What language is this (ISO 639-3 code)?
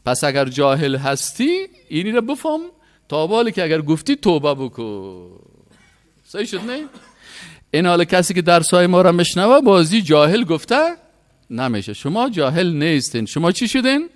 fas